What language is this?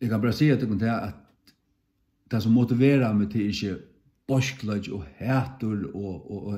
Faroese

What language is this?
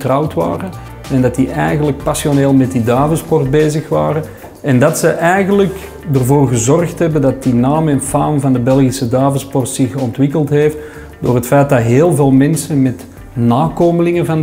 Dutch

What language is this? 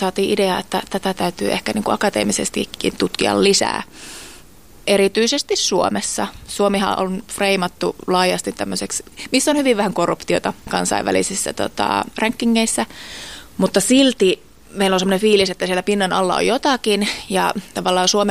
Finnish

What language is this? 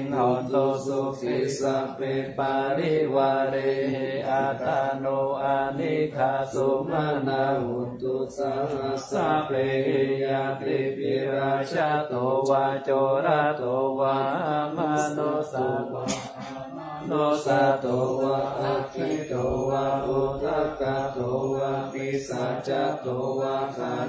Pali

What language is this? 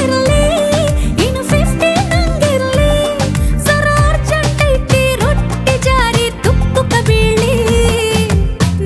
Kannada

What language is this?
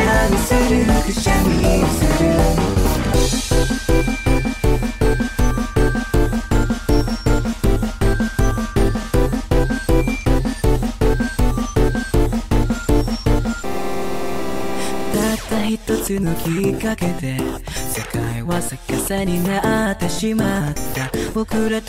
Japanese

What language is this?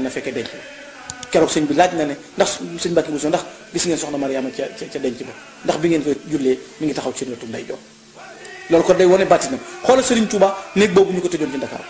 Wolof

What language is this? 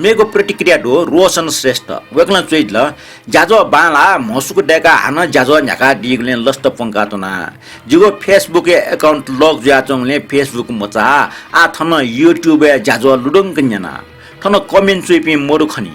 Newari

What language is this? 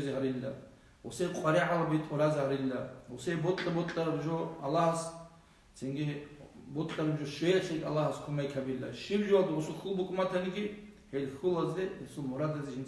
Avaric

